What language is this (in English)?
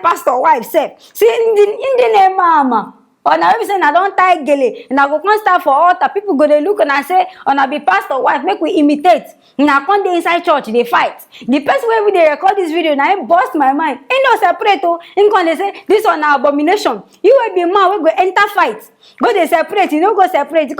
Nigerian Pidgin